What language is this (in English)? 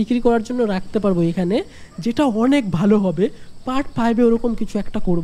Bangla